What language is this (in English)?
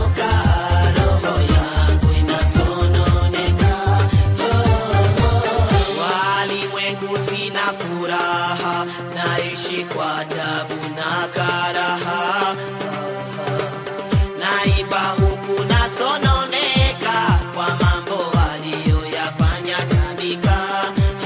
Swahili